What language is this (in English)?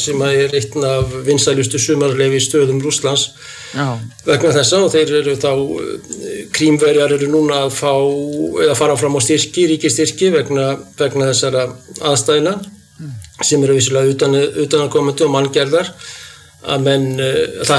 Icelandic